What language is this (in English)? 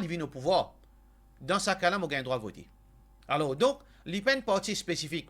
Morisyen